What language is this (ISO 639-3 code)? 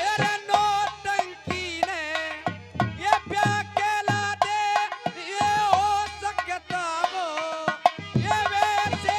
bgc